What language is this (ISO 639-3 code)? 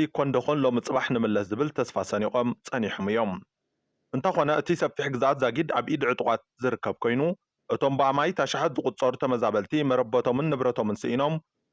tir